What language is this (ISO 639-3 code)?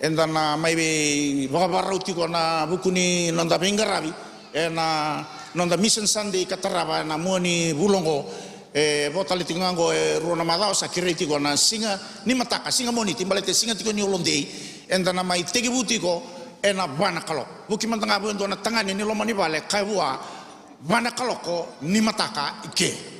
fij